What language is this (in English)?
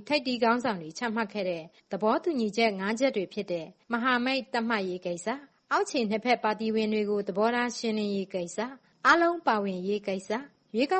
Burmese